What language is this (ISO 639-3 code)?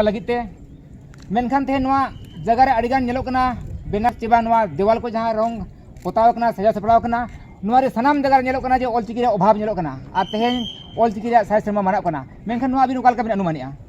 sat